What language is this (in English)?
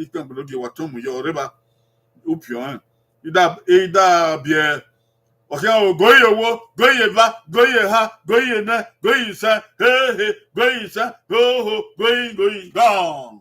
Bini